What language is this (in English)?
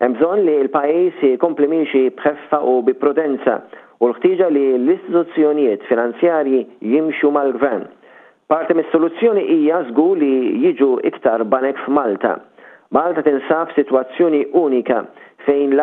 Maltese